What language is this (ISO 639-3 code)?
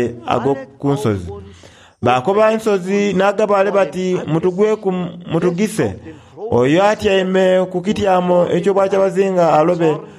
xog